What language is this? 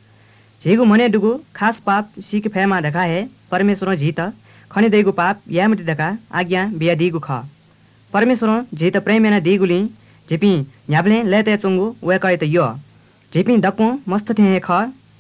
Newari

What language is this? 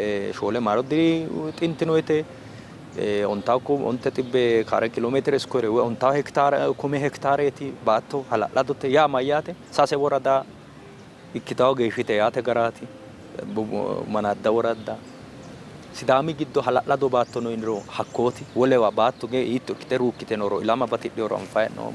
Sidamo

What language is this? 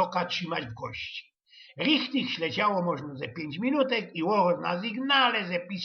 Silesian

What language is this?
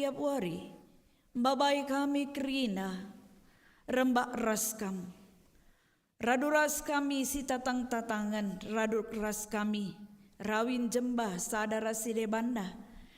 Batak Karo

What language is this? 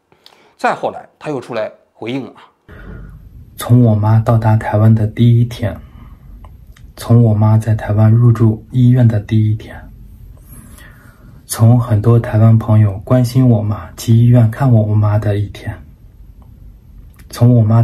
Chinese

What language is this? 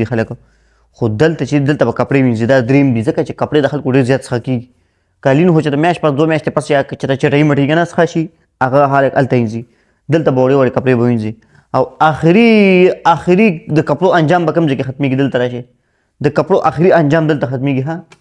Pashto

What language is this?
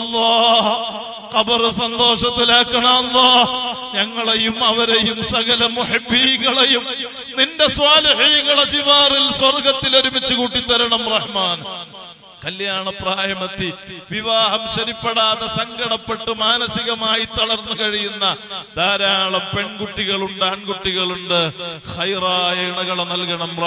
Malayalam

